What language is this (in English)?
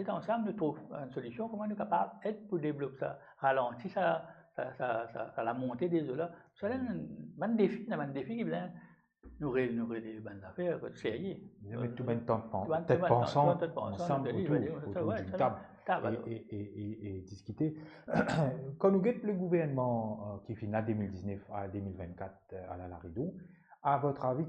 Morisyen